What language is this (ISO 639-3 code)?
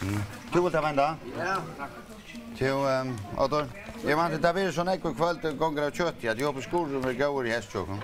fao